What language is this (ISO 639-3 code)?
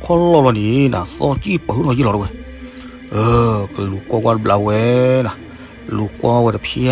ksw